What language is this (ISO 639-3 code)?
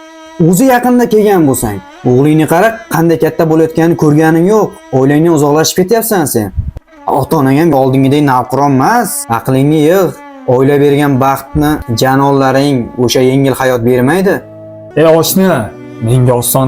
uzb